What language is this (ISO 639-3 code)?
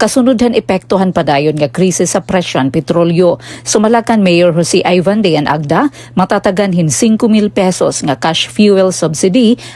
war